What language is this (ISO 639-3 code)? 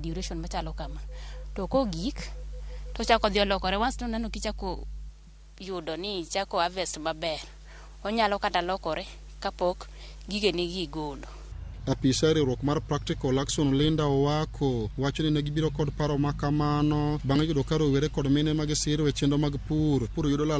luo